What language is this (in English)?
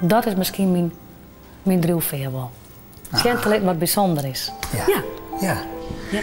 Western Frisian